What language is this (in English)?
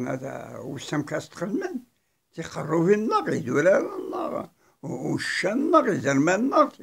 Kabyle